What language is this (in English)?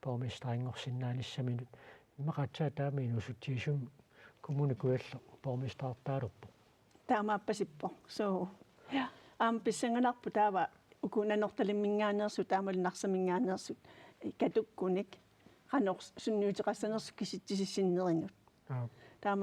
Kalaallisut